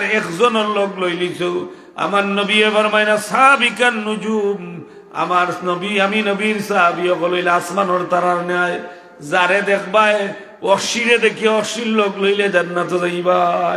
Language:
Sylheti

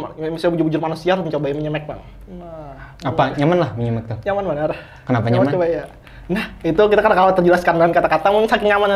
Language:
Banjar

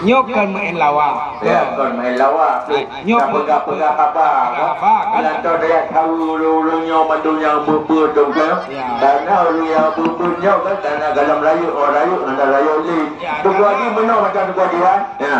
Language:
Achinese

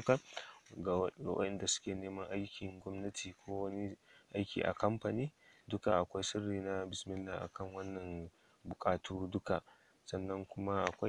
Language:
Hausa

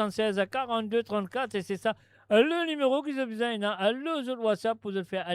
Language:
Morisyen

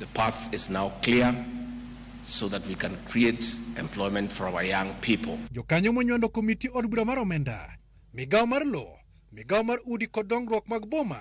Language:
Luo (Kenya and Tanzania)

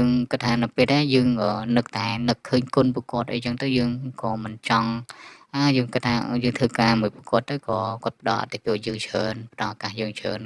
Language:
Khmer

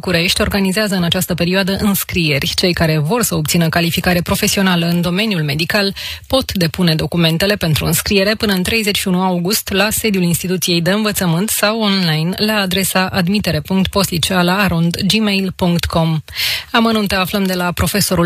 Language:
Romanian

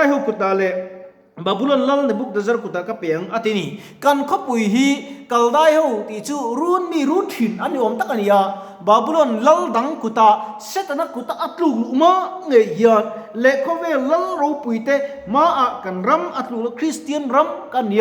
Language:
Mizo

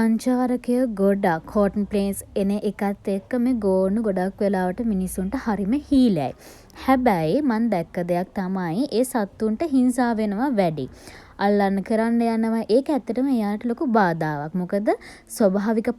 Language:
Sinhala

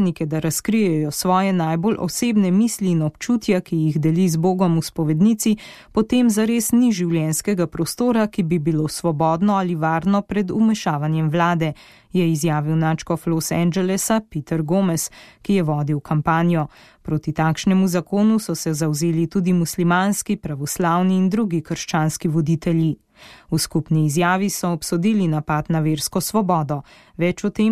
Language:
Slovenian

